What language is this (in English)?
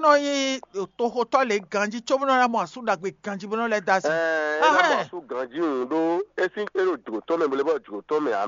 Fon